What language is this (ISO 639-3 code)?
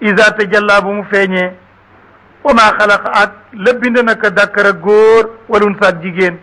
wol